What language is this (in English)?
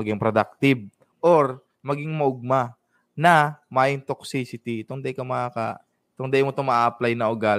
Bikol